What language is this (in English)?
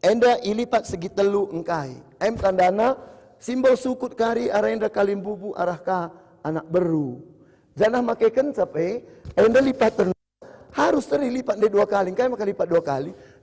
Batak Karo